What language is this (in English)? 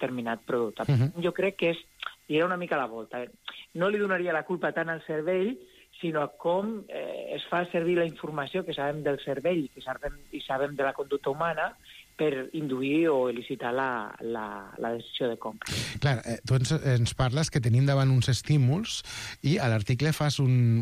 Catalan